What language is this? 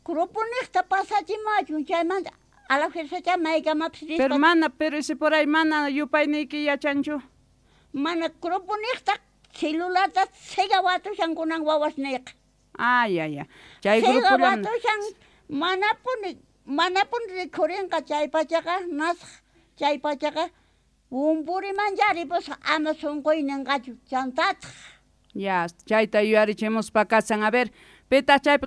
South Bolivian Quechua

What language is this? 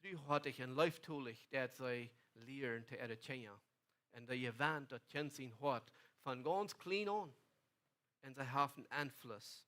Plautdietsch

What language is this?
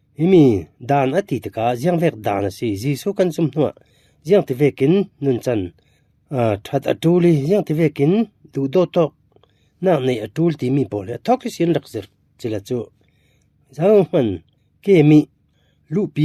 Falam Chin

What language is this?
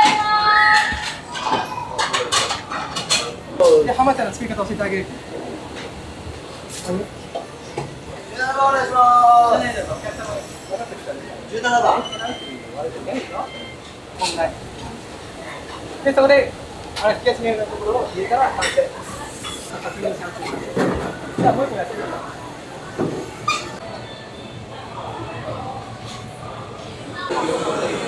Japanese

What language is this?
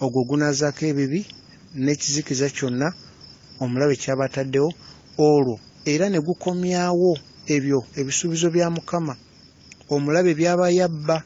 Ganda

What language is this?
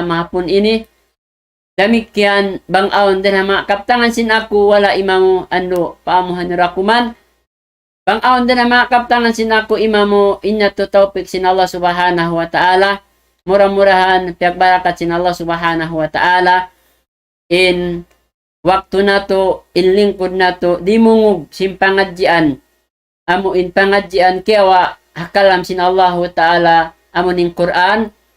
Tausug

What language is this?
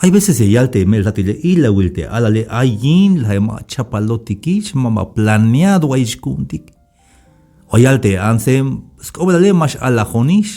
Tzeltal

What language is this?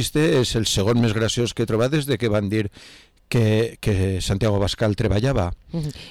Catalan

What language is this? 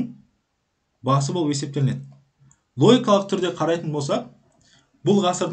Kazakh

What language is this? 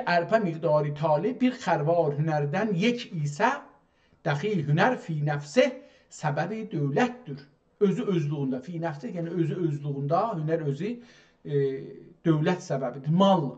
South Azerbaijani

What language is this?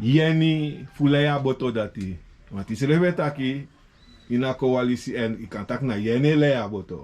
Sranan Tongo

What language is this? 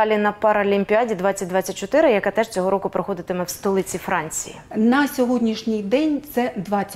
Ukrainian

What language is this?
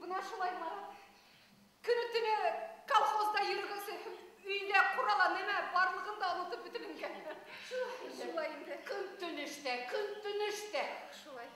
Bashkir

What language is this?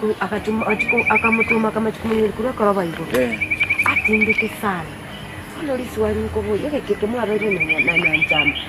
Gusii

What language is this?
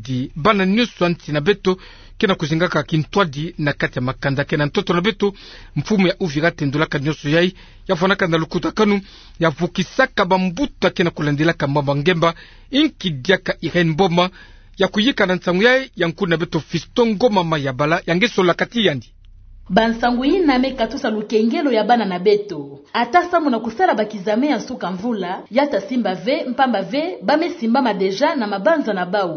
Kituba (Democratic Republic of Congo)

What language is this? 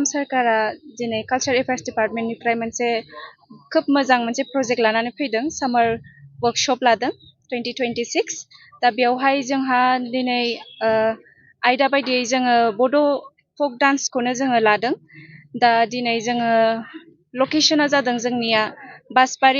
Bodo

